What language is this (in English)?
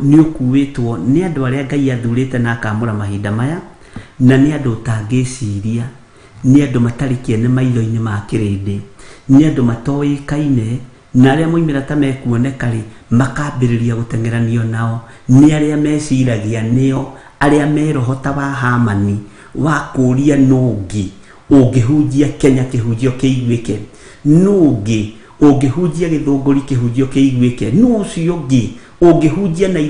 Kikuyu